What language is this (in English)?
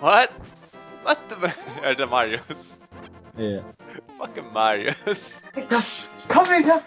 Faroese